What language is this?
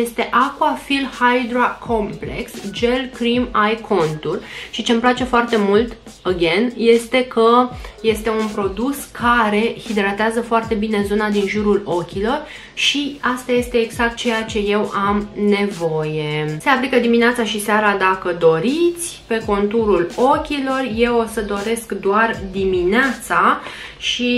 Romanian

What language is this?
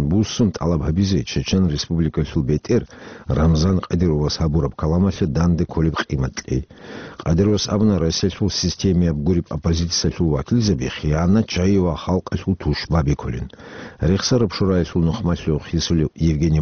Avaric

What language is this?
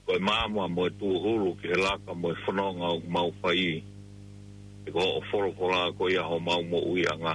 Tongan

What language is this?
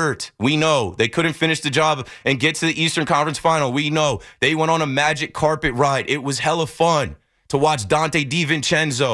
English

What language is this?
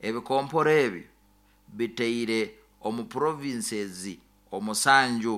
Nyoro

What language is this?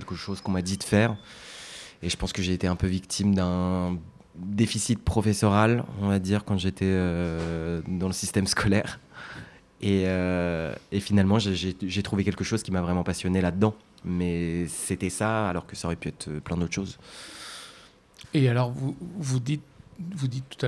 French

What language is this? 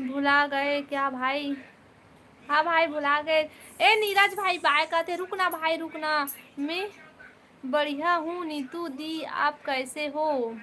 Chhattisgarhi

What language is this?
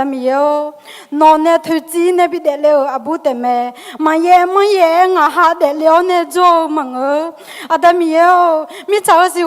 Akha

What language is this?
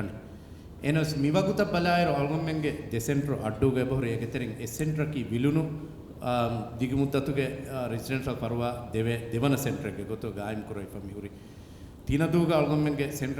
Divehi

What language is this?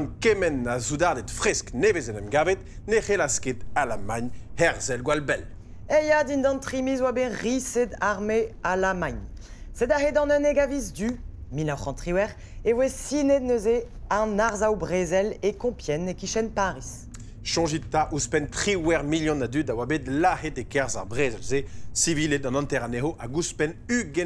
Breton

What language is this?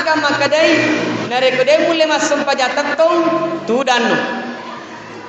Buginese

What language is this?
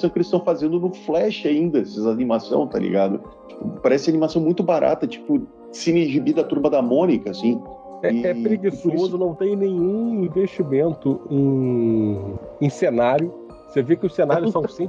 Portuguese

